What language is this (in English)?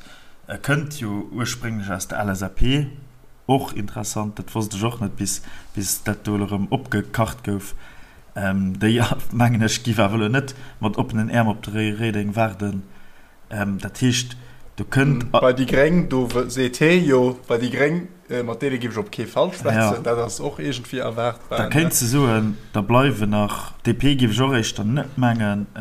Luxembourgish